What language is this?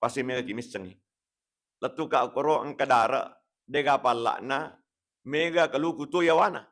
Buginese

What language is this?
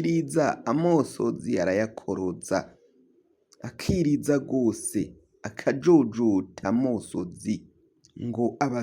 Rundi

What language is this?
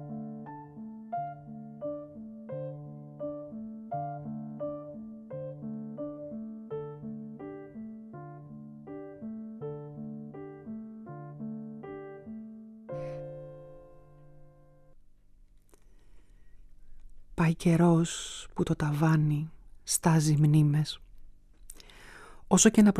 Greek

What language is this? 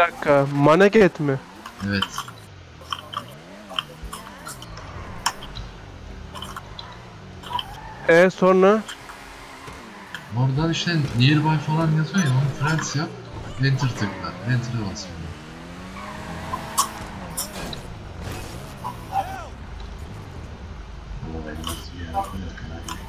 Turkish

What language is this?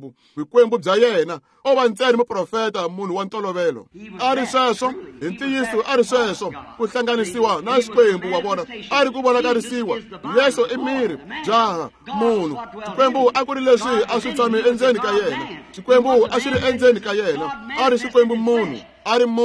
Tsonga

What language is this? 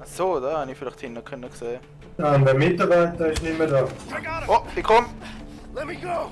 Swiss German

